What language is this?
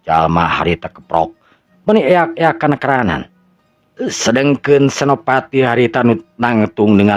Sundanese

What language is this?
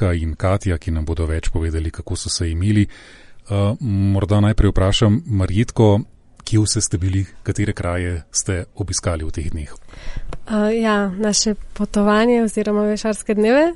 Slovenian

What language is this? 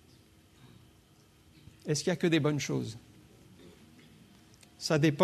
French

